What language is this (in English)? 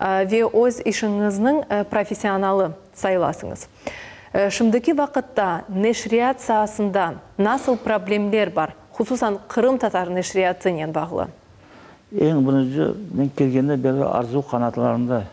Crimean Tatar